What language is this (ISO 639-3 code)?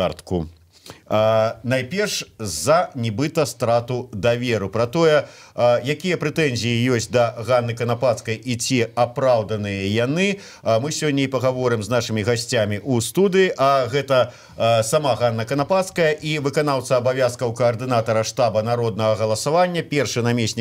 bel